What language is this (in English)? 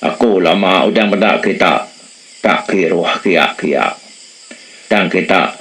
Iban